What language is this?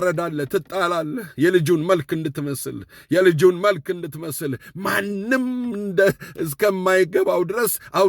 Amharic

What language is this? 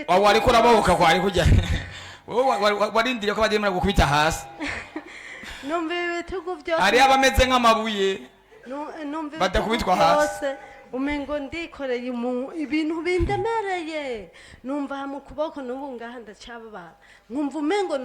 Rundi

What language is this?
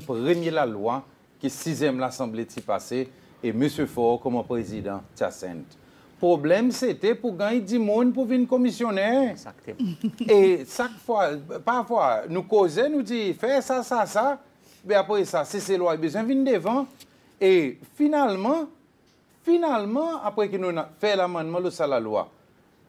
Seselwa Creole French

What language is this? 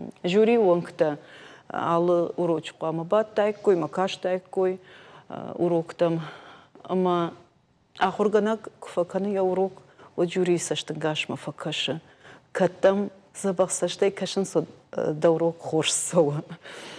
Ossetic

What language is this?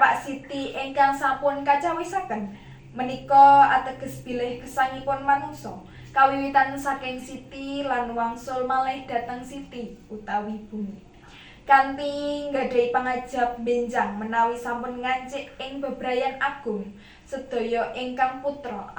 Javanese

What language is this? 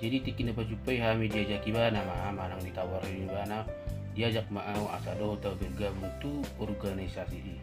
Batak Toba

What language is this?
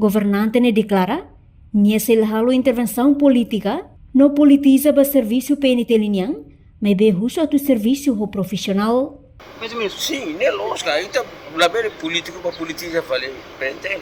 Tetum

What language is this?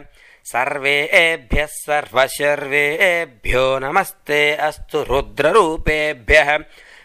Sanskrit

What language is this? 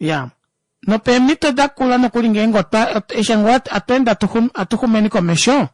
Kuanyama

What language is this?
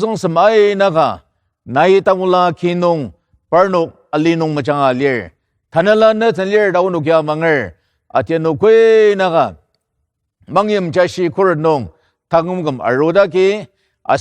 Ao Naga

